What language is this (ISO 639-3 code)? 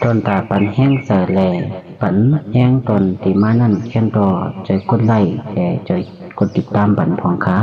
shn